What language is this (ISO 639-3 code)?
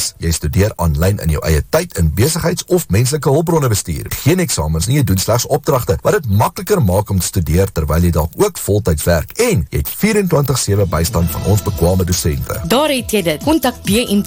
afr